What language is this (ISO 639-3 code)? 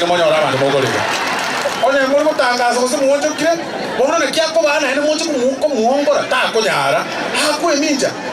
guz